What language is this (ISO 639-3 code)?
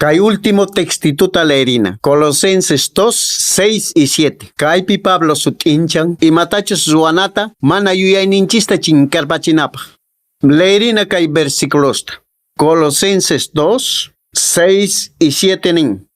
que